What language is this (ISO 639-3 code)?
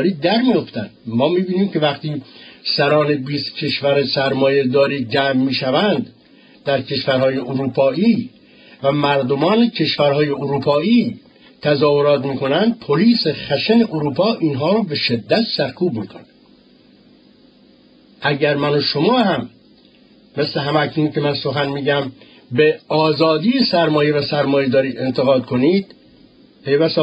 fas